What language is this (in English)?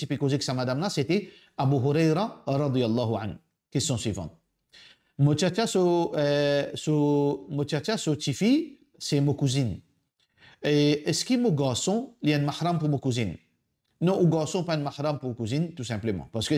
Morisyen